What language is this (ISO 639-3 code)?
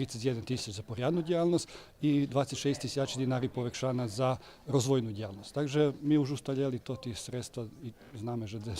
rue